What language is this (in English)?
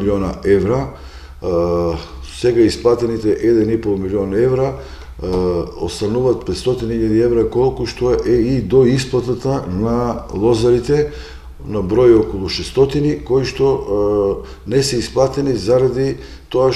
Macedonian